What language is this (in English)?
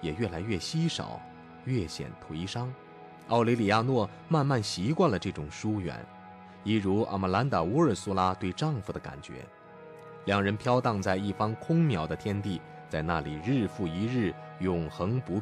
Chinese